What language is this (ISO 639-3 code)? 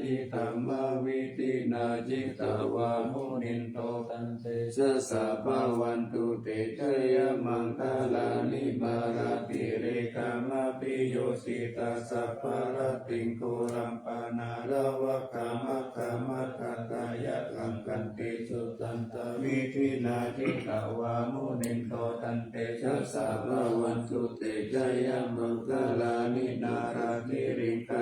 pli